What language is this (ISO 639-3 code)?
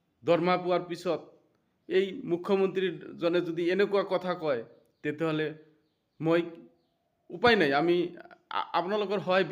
asm